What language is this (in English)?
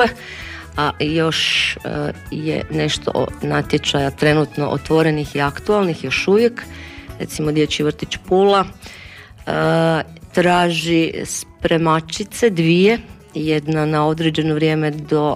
Croatian